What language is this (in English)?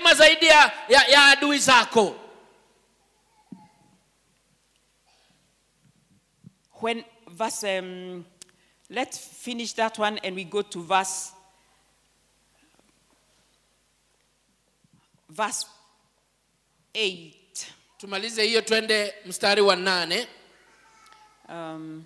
Swahili